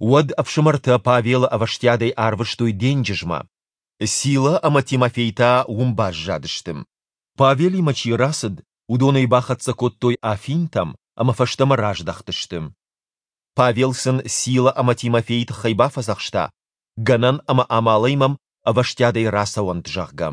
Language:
Ossetic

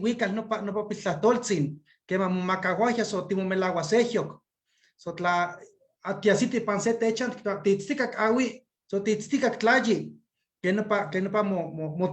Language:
Eastern Huasteca Nahuatl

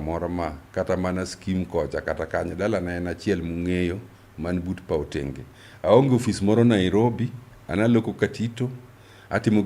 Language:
Luo (Kenya and Tanzania)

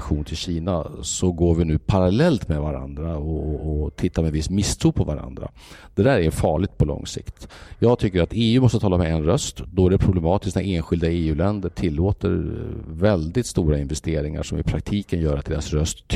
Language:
Swedish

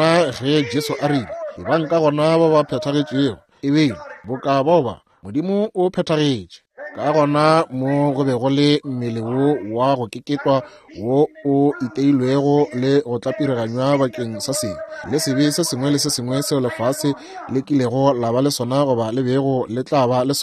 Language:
Northern Sotho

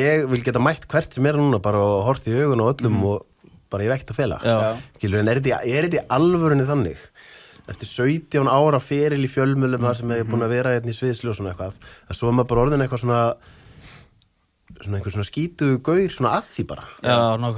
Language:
Icelandic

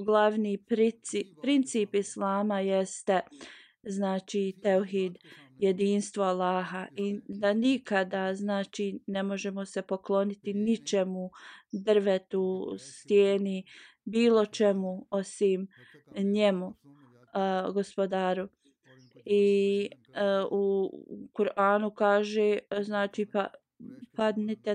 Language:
Bosnian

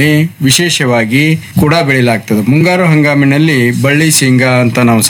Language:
Kannada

